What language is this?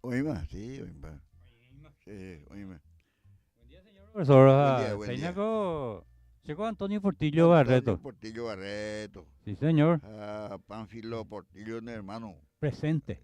Guarani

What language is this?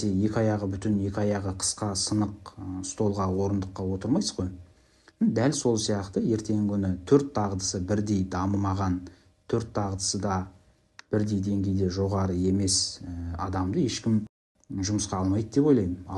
Kazakh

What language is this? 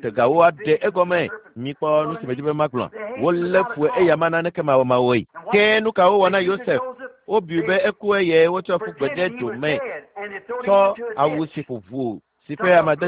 Ewe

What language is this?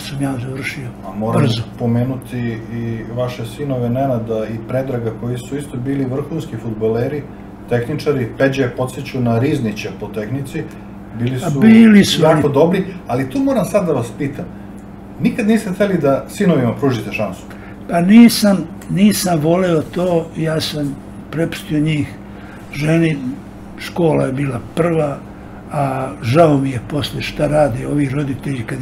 Serbian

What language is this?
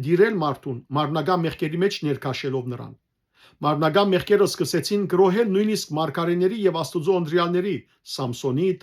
Western Armenian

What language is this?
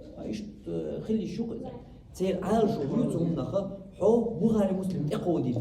Chechen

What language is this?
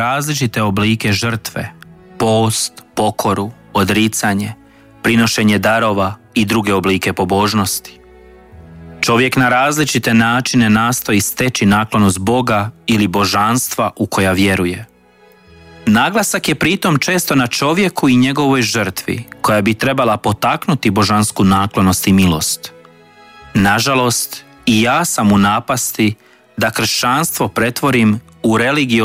Croatian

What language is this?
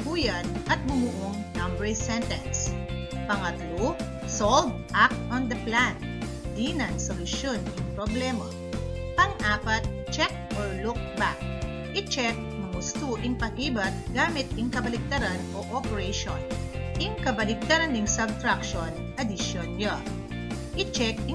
Pampanga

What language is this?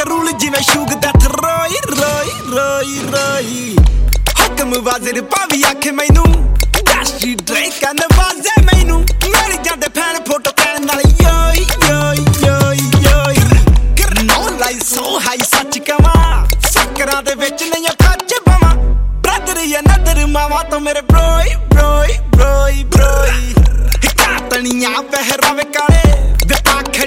Punjabi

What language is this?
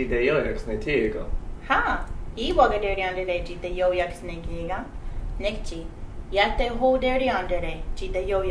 Mohawk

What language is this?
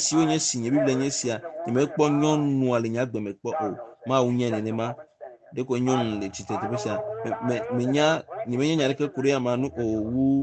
Ewe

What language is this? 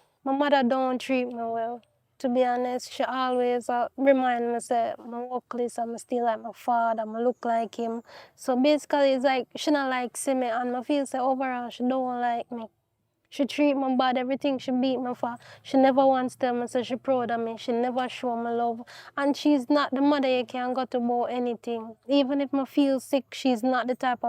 Jamaican Creole English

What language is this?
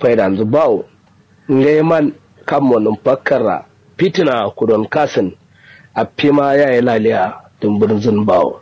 Kanuri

